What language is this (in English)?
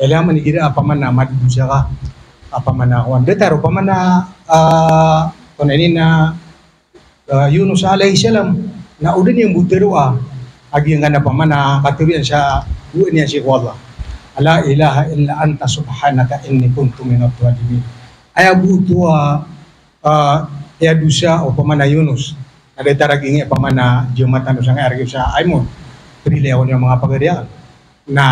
Maranao